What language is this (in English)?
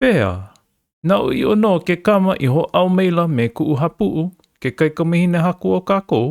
Hawaiian